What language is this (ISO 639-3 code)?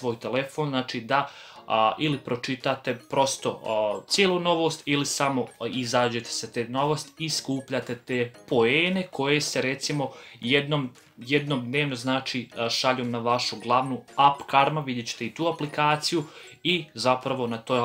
hrv